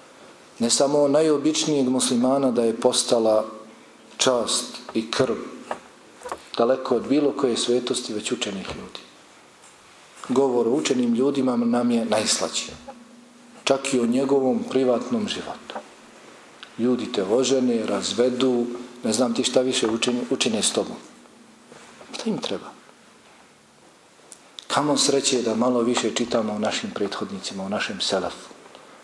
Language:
Bosnian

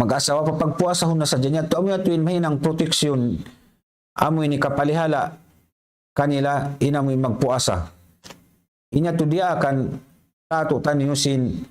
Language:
Tausug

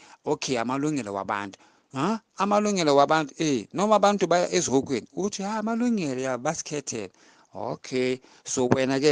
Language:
Zulu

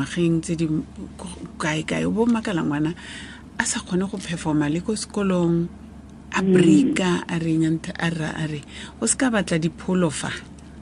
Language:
Tswana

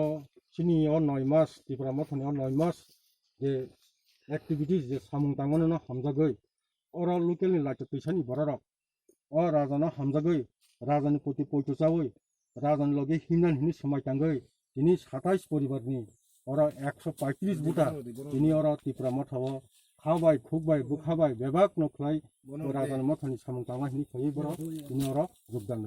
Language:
Kok Borok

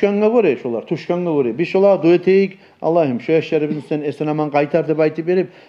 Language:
Kumyk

